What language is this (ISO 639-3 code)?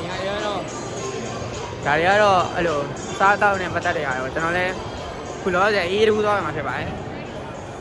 mya